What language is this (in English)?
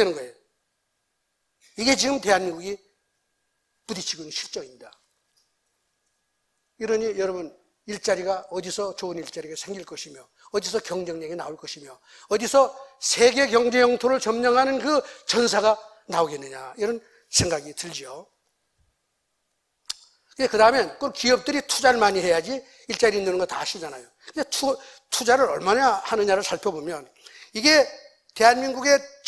Korean